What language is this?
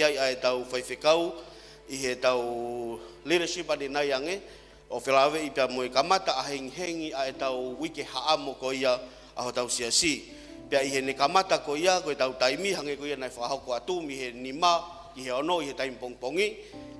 Tongan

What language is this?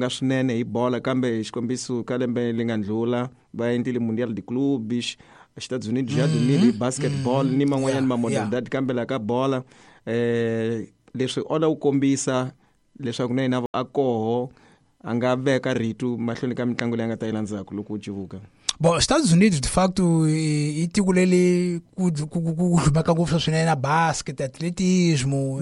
Tsonga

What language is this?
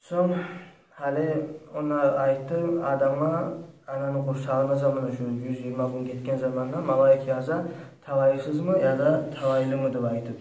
Kumyk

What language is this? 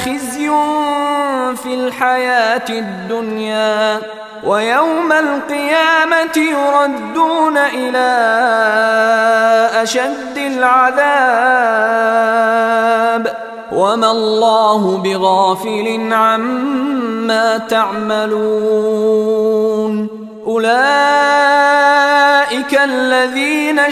Arabic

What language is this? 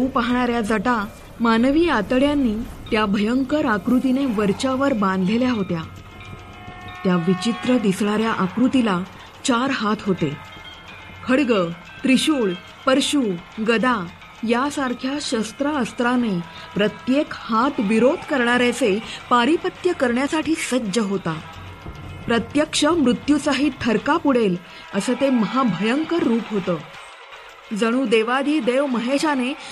Marathi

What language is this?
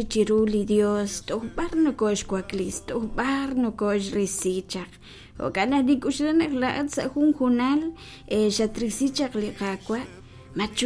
Kekchí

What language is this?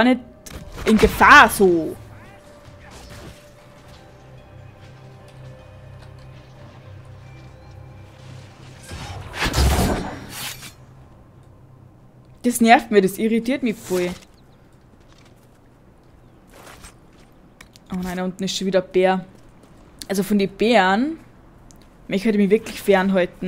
German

